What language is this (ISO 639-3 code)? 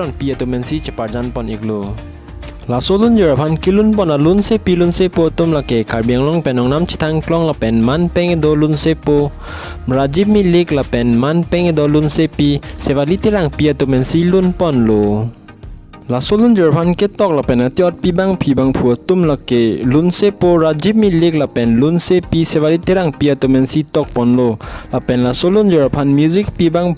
mjw